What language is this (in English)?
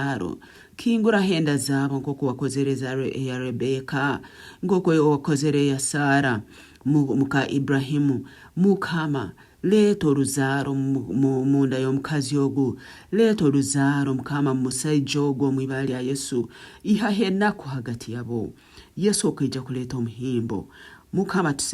Nyankole